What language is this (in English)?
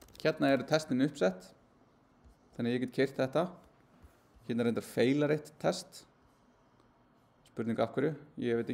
Icelandic